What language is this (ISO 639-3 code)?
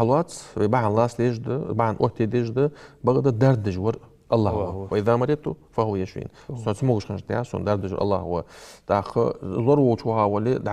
inh